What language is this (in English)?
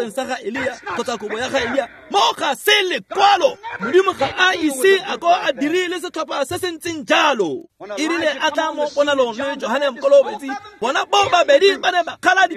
Tswana